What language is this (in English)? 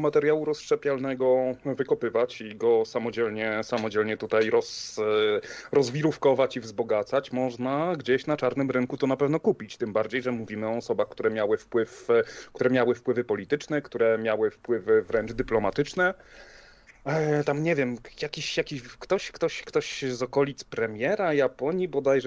Polish